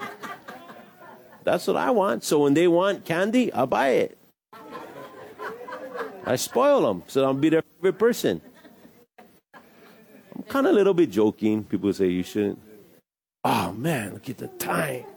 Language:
English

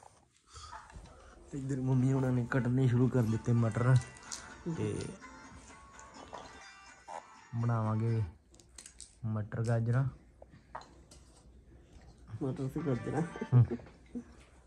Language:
Punjabi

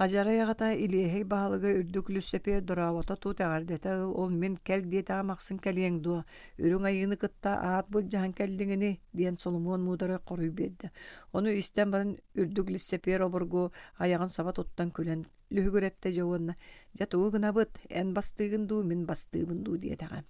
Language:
Yakut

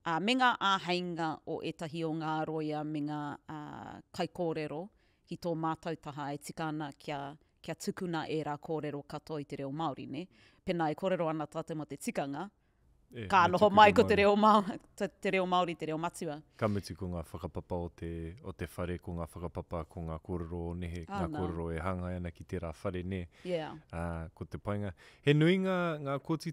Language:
Māori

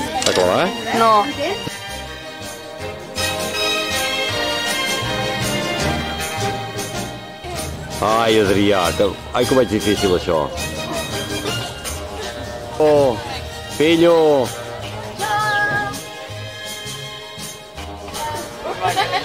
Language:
Catalan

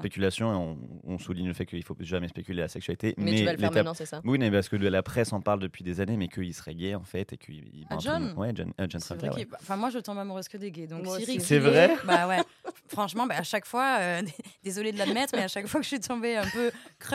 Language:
French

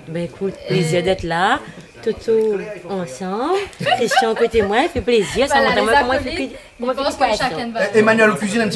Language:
Réunion Creole French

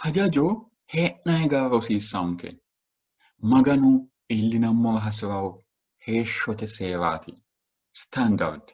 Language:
Sidamo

